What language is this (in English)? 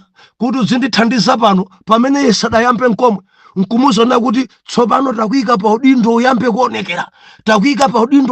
Nyanja